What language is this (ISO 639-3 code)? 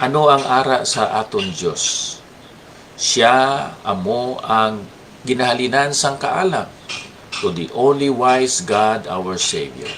hil